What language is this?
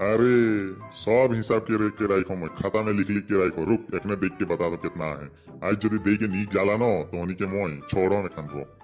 Sadri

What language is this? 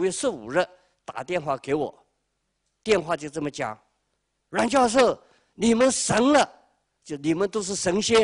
Chinese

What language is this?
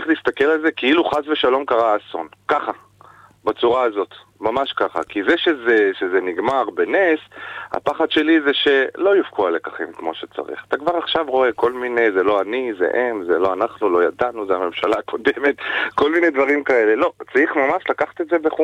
Hebrew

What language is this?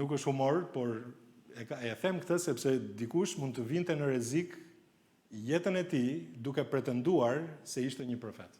Albanian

